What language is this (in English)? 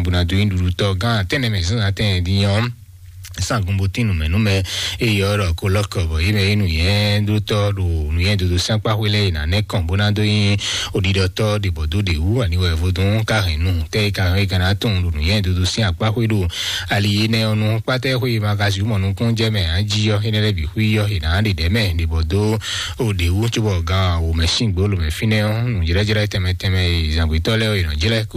Fon